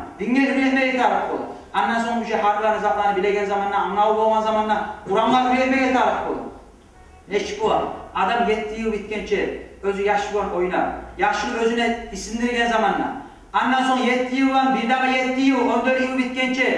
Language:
Kumyk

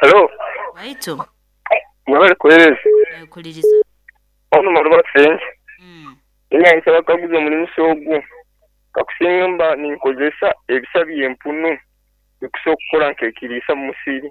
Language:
Nyoro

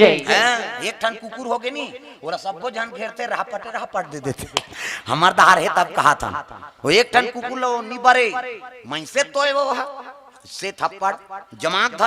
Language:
Chhattisgarhi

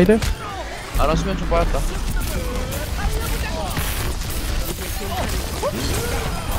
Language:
Korean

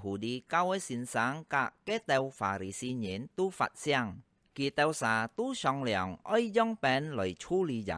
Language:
Hakka Chinese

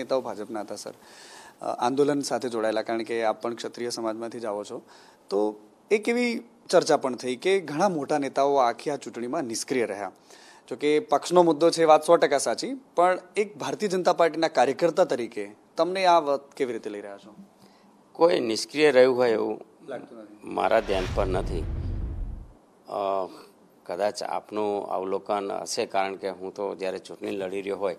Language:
Gujarati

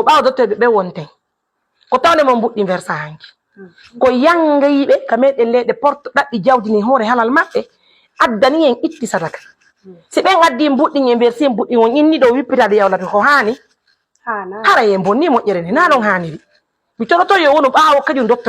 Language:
Fula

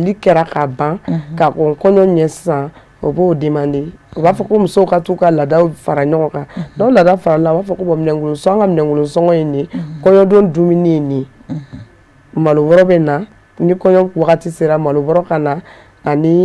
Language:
Bambara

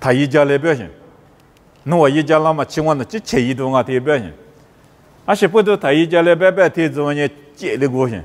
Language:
Lisu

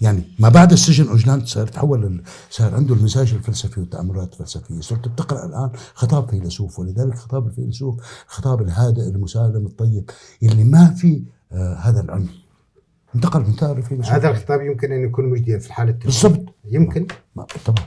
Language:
North Levantine Arabic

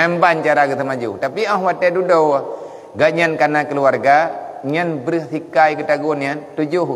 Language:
Achinese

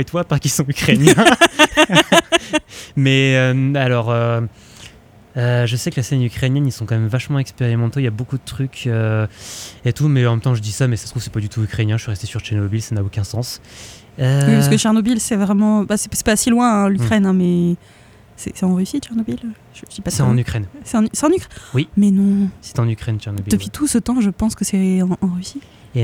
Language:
French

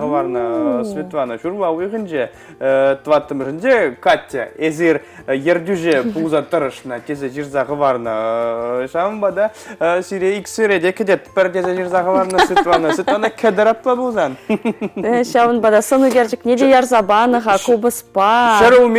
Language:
Chuvash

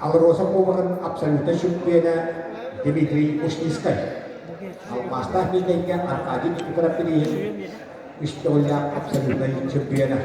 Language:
Yakut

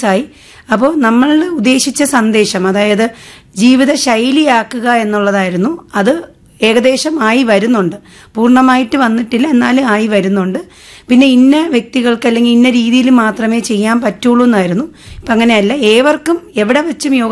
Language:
Malayalam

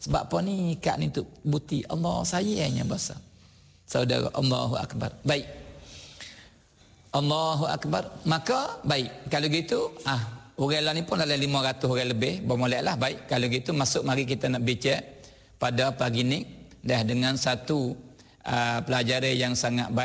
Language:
Malay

